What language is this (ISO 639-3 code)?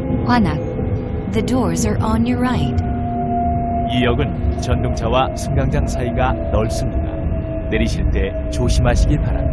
kor